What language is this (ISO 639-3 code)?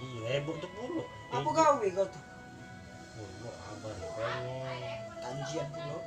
mui